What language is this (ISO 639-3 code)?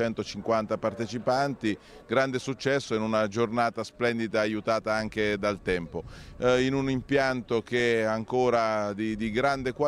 ita